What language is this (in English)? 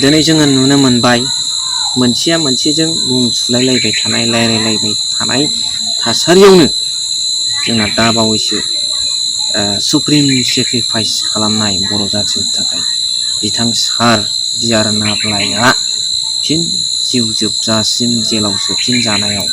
Bodo